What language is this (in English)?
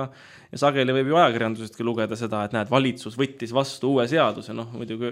Estonian